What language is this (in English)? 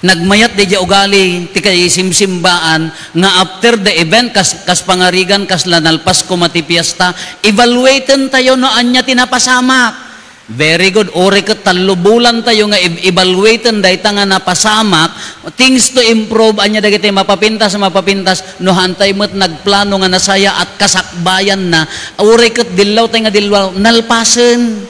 Iloko